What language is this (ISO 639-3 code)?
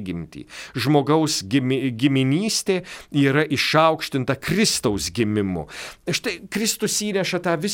lit